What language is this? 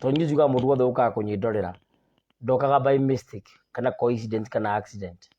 Kikuyu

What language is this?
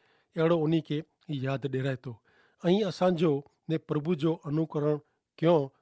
Kachhi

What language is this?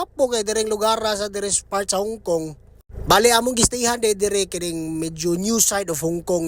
Cebuano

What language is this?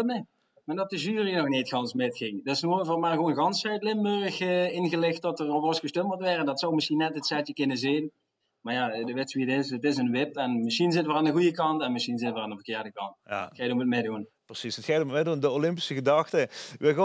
Limburgish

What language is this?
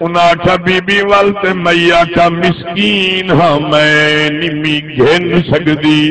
Saraiki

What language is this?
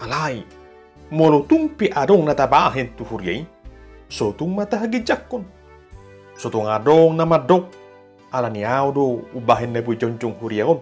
Batak Toba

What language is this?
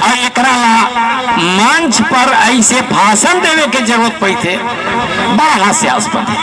Magahi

